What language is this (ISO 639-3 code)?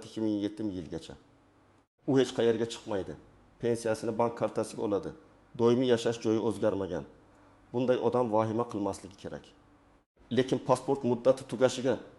uzb